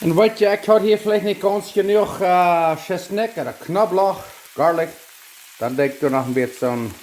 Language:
Plautdietsch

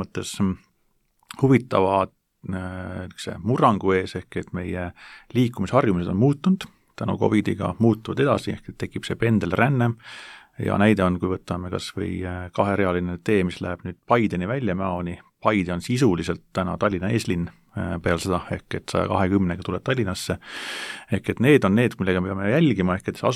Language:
Estonian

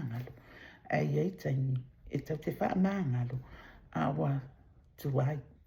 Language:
Samoan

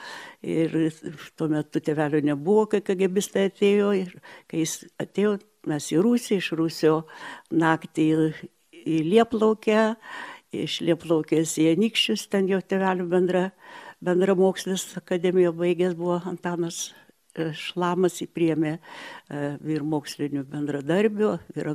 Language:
Lithuanian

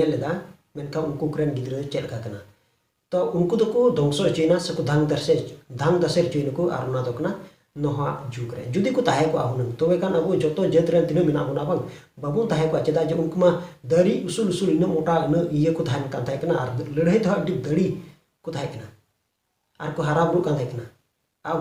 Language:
Santali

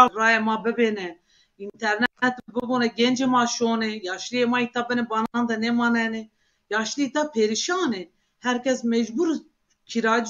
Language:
Zaza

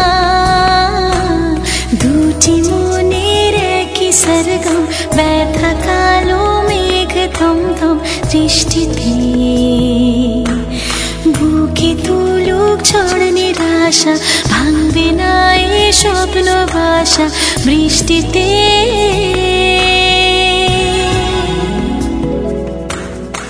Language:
Bangla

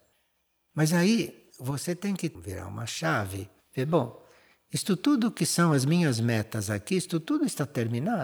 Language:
Portuguese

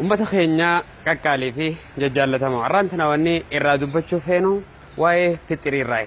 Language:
Oromo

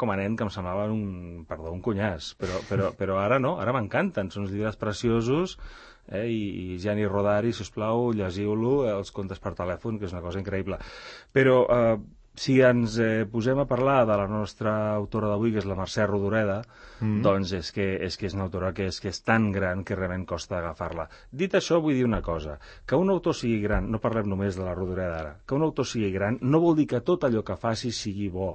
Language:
Catalan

